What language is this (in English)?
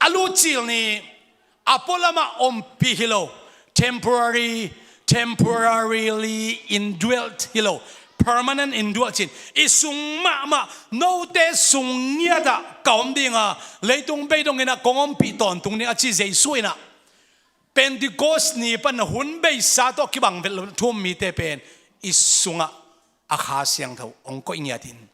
Tedim Chin